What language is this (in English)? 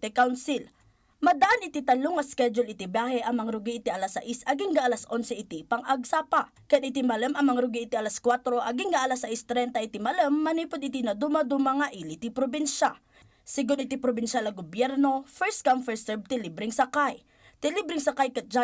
Iloko